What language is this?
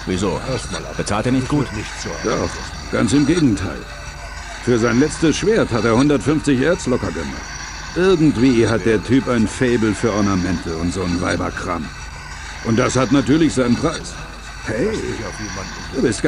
Bavarian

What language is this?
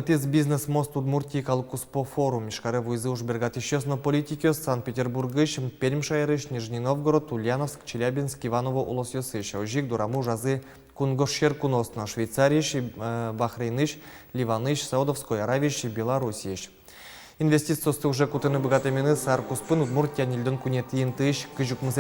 Udmurt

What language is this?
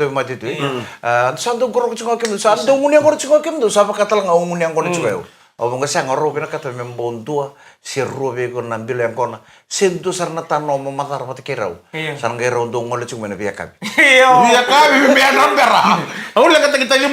Fijian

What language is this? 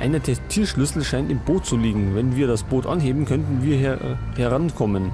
Bavarian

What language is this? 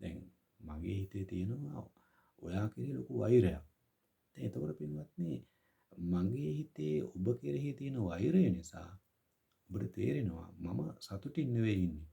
Sinhala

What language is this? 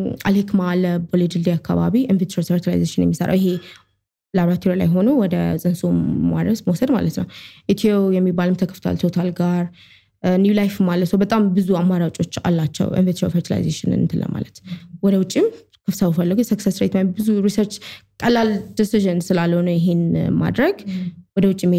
Amharic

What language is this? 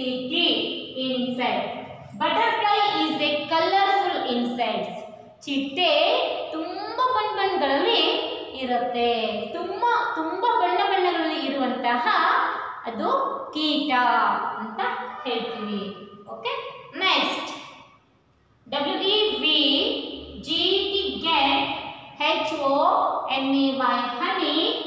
Kannada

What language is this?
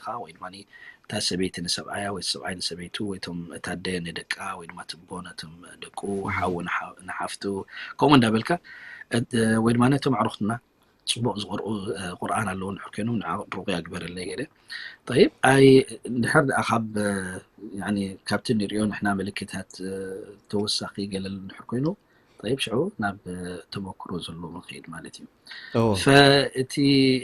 Tigrinya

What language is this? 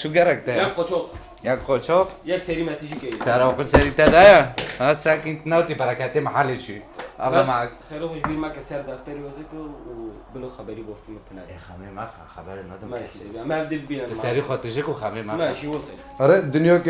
Kurdish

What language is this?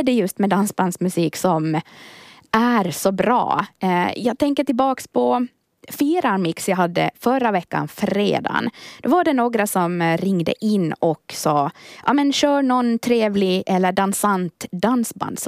Swedish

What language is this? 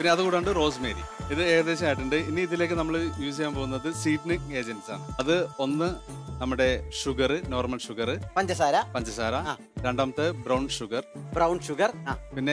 Malayalam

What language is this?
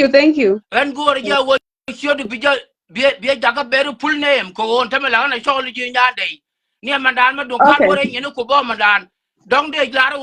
Nuer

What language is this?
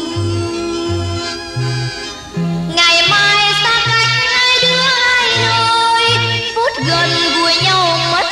Vietnamese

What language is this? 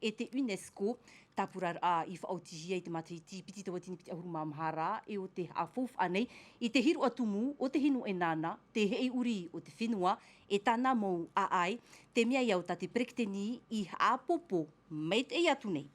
Tahitian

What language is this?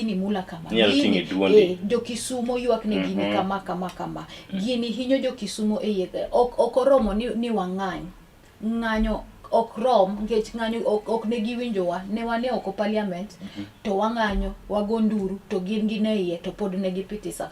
Luo (Kenya and Tanzania)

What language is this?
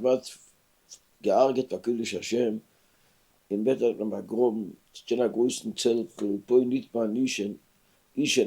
Yiddish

